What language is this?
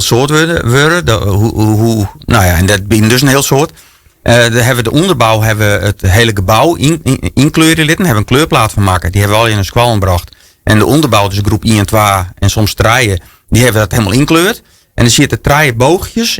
Western Frisian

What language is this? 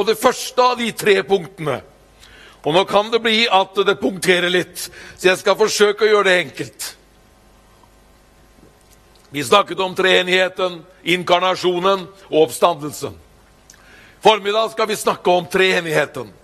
Norwegian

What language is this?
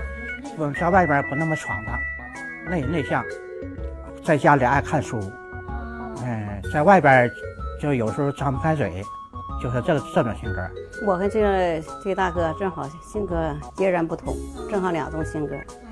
Chinese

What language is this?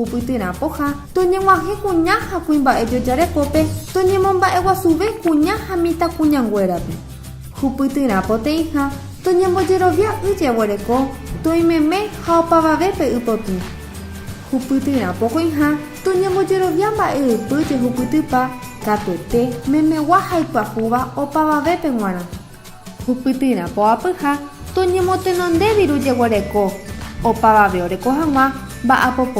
Guarani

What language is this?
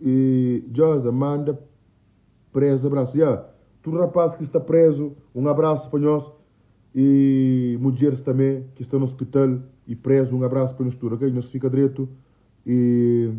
Kabuverdianu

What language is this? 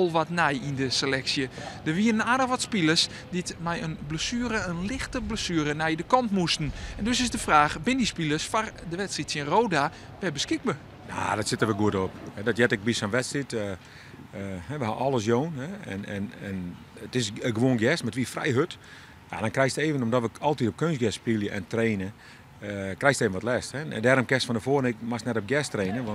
Western Frisian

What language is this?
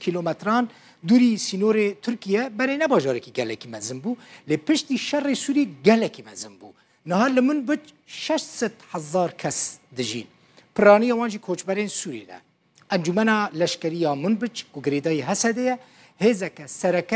Kurdish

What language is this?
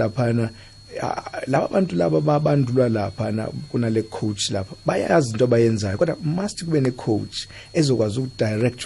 South Ndebele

